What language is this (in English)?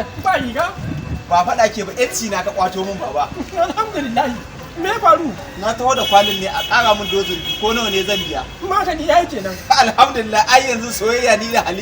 Hausa